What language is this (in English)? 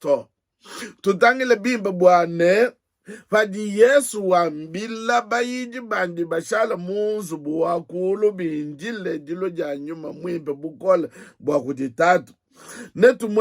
Luba-Lulua